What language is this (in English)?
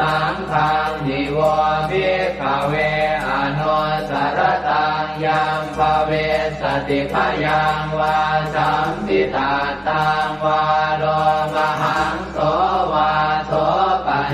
Pali